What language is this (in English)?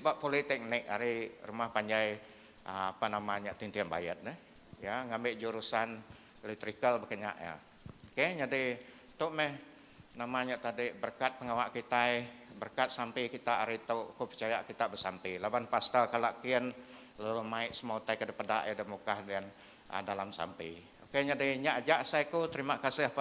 Iban